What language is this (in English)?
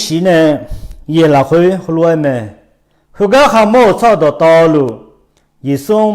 Akha